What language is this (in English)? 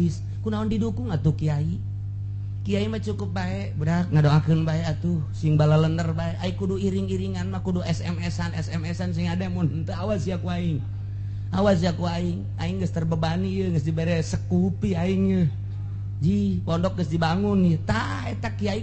Sundanese